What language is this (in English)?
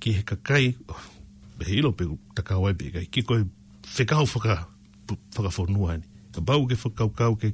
Tongan